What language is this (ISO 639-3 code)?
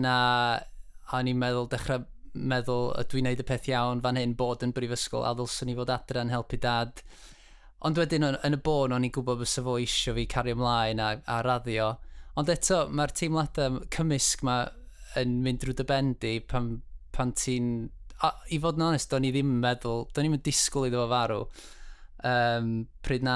cym